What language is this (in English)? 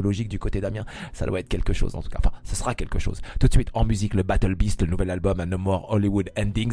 French